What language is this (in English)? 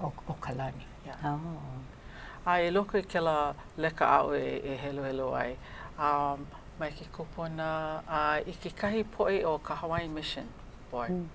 Hawaiian